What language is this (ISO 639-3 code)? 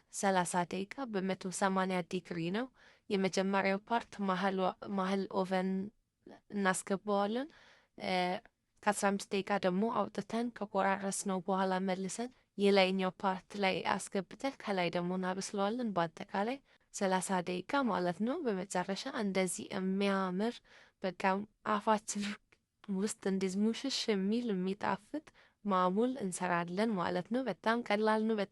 amh